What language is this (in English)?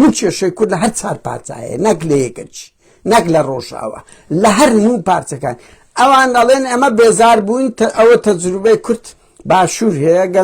Central Kurdish